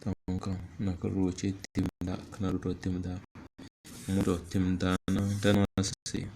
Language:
Tem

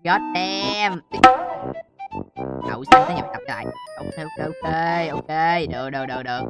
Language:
Vietnamese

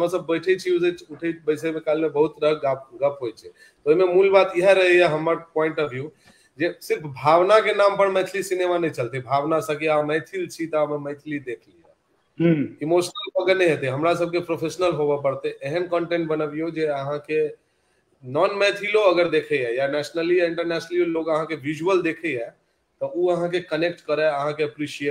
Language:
Maithili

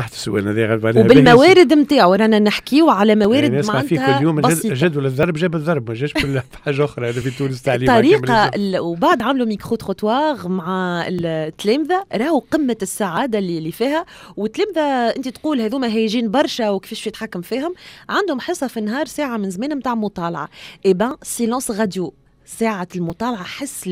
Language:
Tunisian Arabic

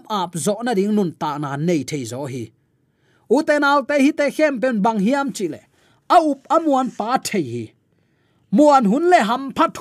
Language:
Tedim Chin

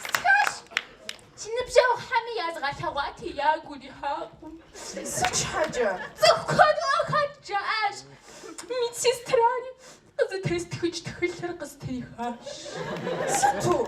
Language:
Kabardian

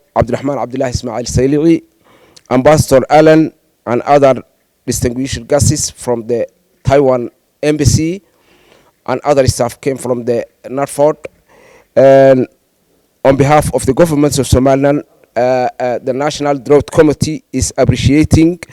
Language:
Somali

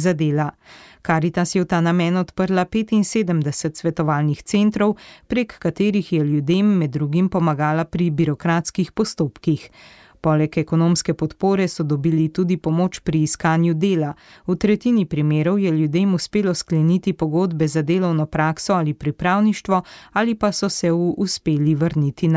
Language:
Slovenian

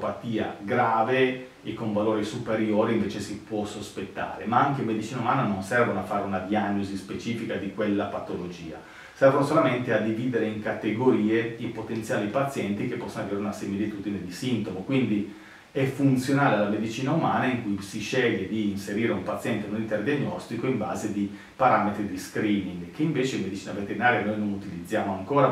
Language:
Italian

